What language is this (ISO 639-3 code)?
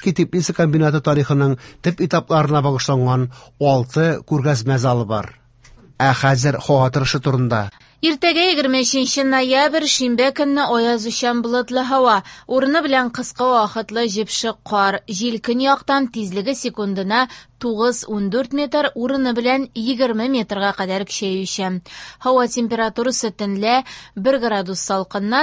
tat